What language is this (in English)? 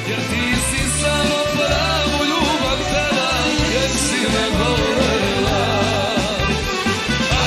Serbian